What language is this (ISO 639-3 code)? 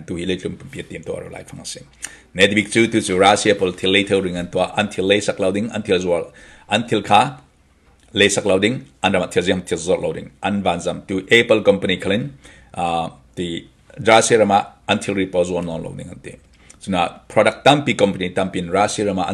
cfm